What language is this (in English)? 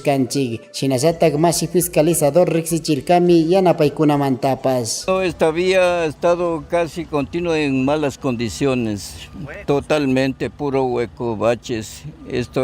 Chimborazo Highland Quichua